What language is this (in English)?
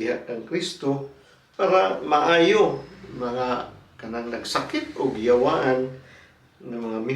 Cebuano